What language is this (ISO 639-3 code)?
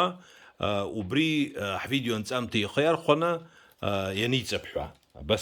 abk